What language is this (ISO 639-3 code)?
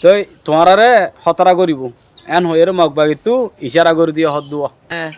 rhg